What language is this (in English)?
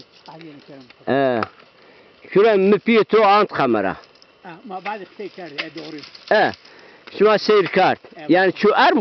Zaza